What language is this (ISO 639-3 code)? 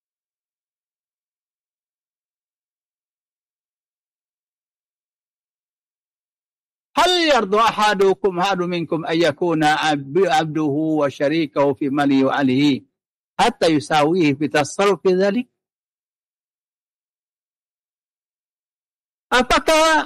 msa